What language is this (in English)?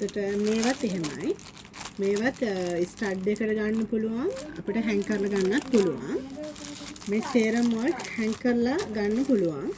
Sinhala